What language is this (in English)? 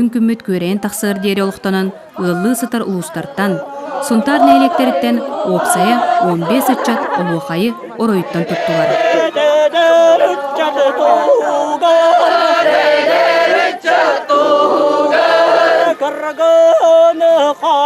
Yakut